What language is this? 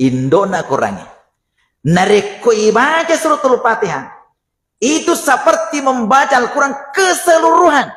Buginese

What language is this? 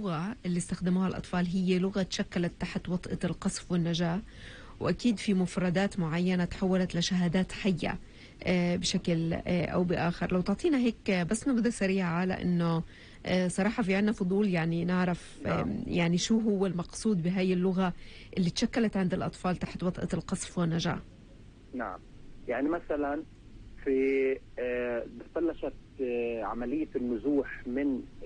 North Levantine Arabic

